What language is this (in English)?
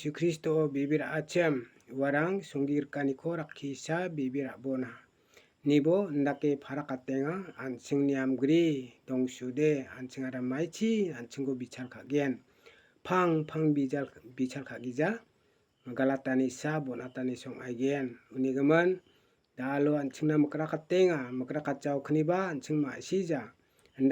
Garo